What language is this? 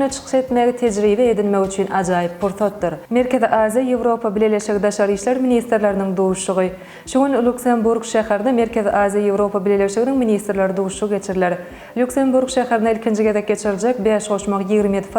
Turkmen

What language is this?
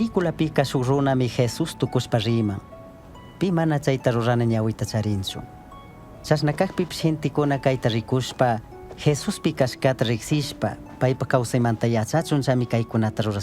Chimborazo Highland Quichua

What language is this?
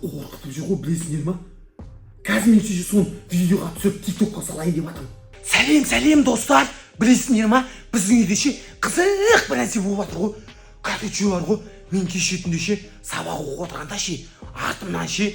Kazakh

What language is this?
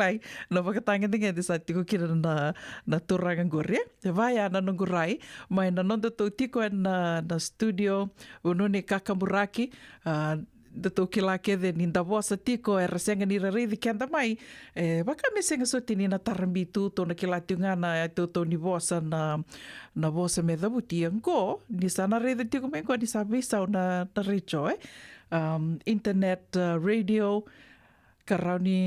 Fijian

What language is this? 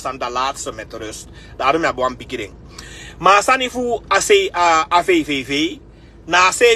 Sranan Tongo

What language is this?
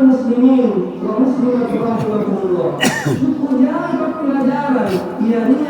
Makasar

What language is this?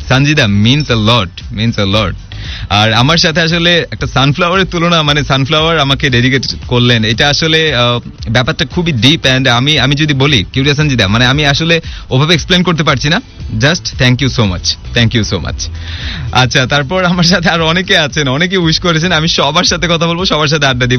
Bangla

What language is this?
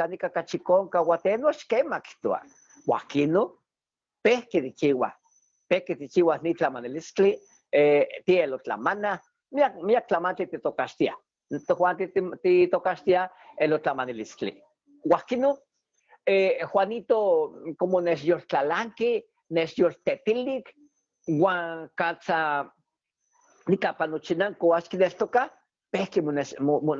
Eastern Huasteca Nahuatl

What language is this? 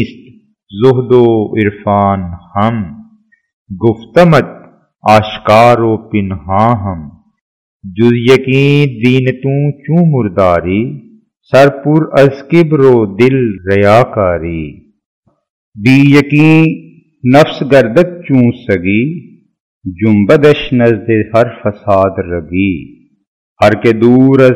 Urdu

